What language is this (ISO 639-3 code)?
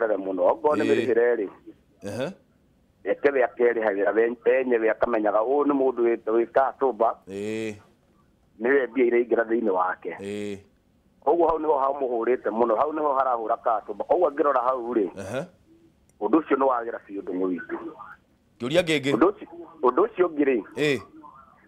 kik